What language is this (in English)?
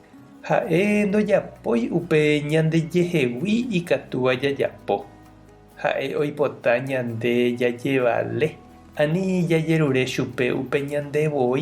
Guarani